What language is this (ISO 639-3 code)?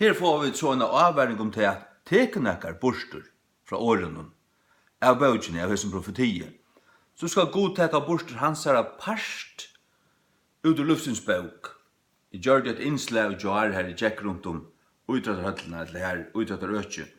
fao